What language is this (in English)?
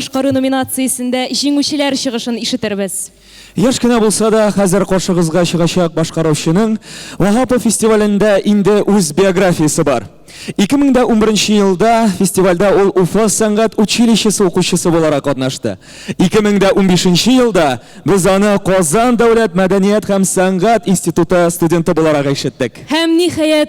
Tatar